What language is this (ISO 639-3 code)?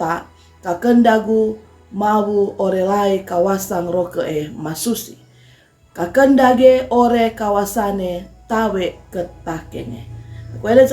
sxn